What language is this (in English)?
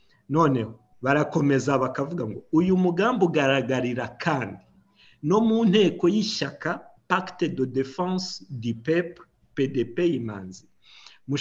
Kinyarwanda